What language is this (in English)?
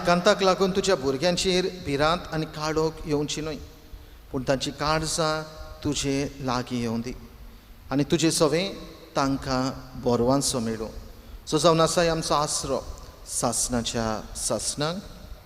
Konkani